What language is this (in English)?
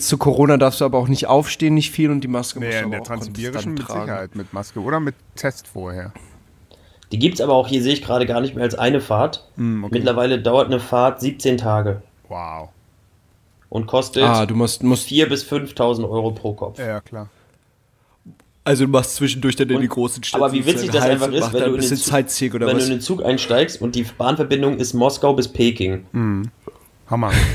German